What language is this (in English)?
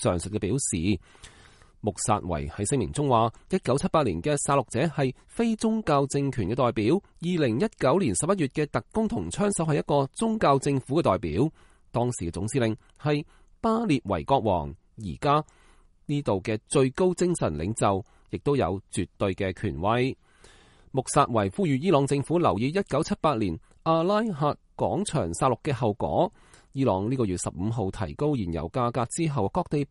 Cantonese